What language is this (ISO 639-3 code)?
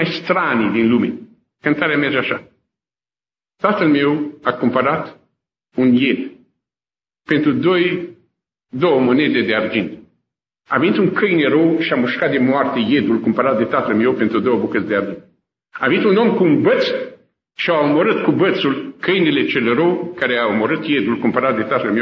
ron